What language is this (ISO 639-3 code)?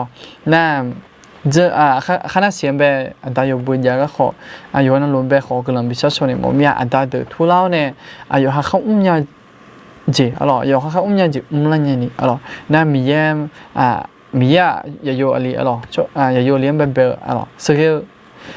ahk